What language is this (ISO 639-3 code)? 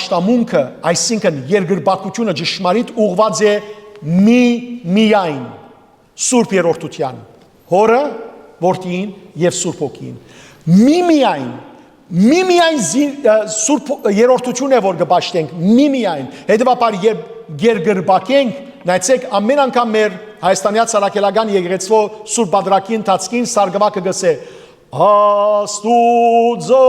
hyw